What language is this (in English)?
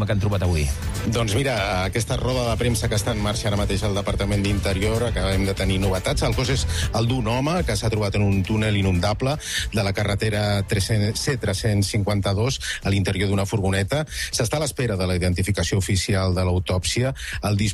Catalan